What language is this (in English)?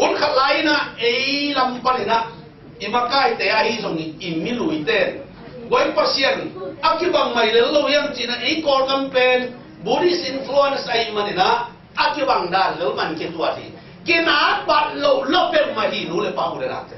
Tedim Chin